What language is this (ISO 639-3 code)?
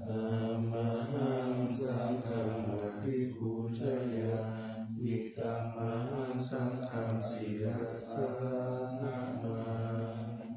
pli